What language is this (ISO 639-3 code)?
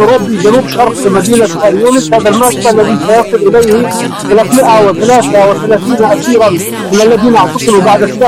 ara